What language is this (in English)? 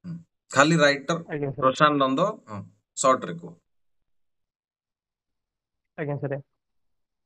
Odia